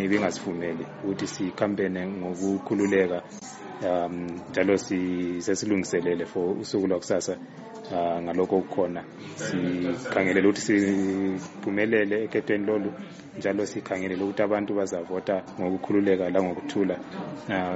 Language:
North Ndebele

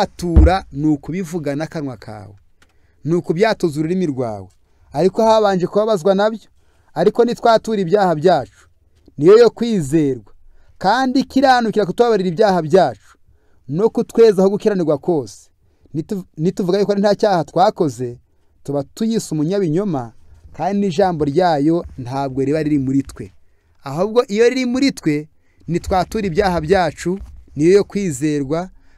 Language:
Kinyarwanda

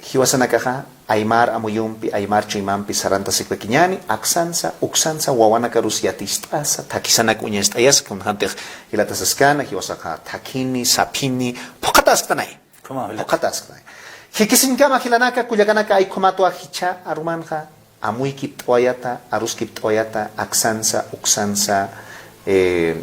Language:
Aymara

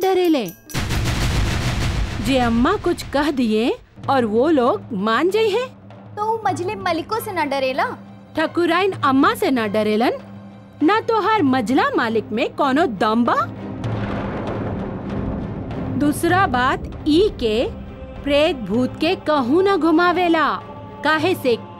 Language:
Bhojpuri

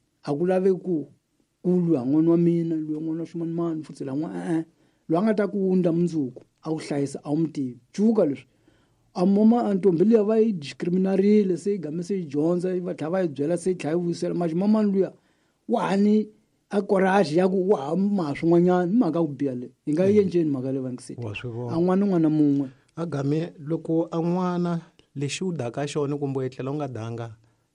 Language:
Tsonga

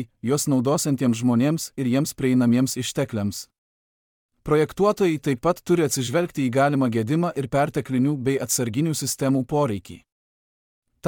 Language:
Lithuanian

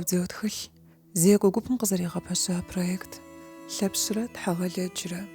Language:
Kabardian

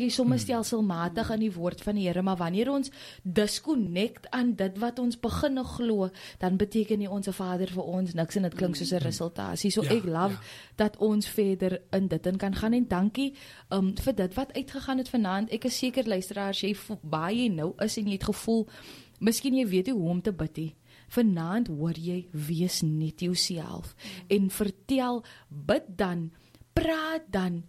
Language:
Afrikaans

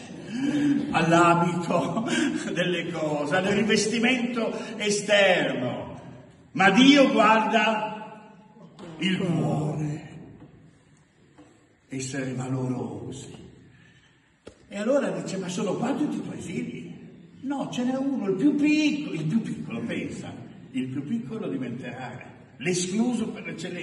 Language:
Italian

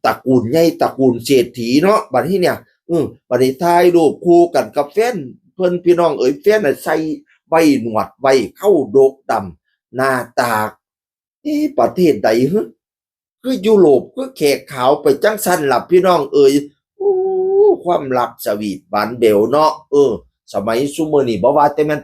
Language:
Northeastern Thai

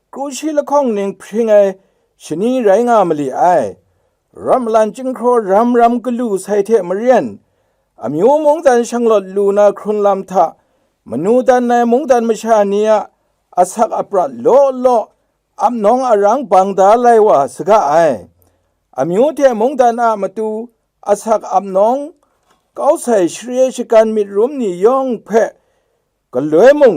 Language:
Kachin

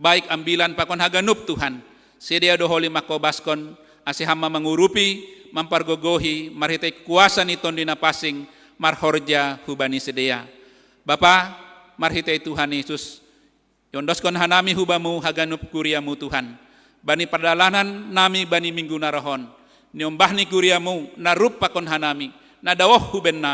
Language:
Batak Simalungun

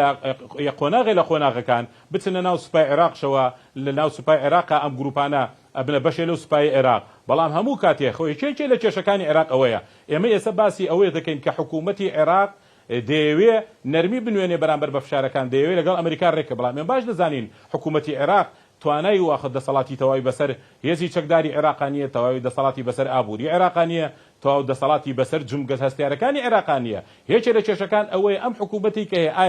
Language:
Central Kurdish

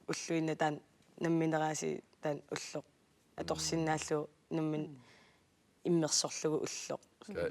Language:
Kalaallisut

